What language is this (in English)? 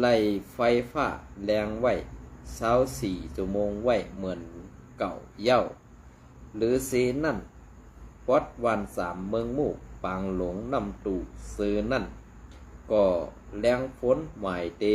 Shan